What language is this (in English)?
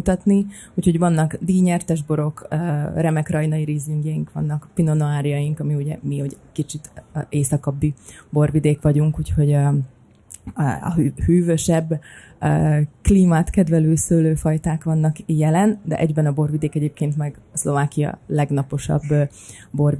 Hungarian